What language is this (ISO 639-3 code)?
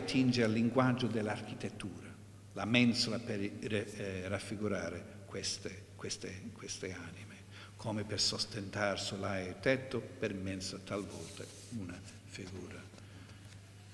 ita